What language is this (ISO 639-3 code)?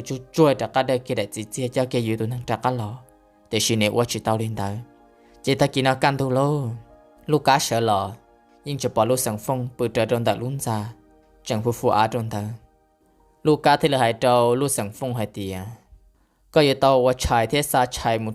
hmn